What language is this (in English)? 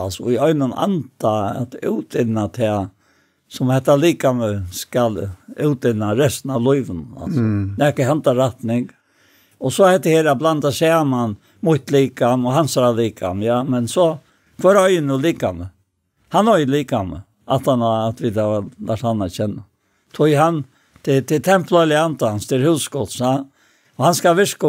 Faroese